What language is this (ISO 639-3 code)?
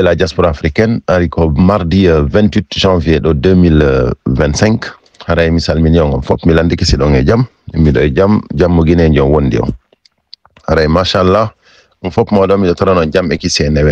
ful